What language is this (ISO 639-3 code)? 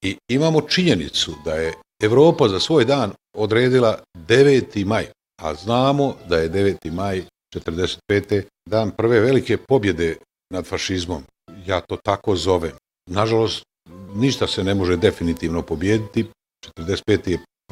bos